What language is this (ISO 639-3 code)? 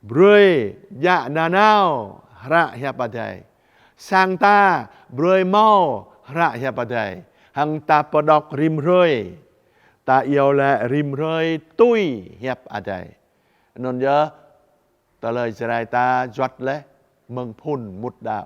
jra